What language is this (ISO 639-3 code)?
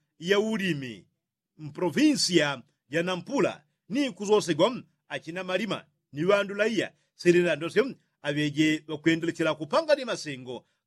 yao